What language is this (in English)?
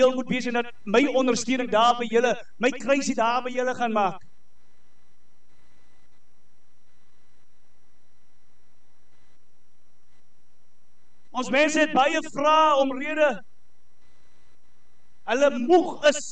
Afrikaans